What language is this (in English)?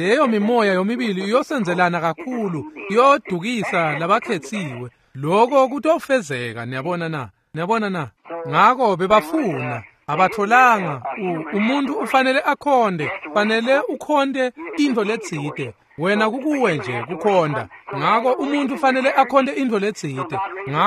Swati